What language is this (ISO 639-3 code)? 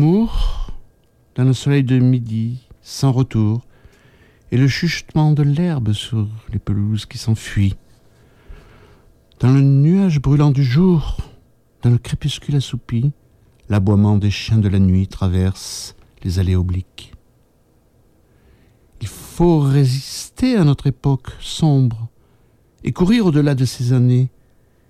fra